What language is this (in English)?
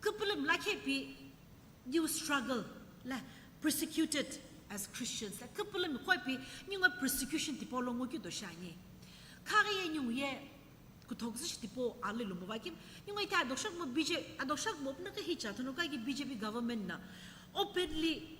Sumi Naga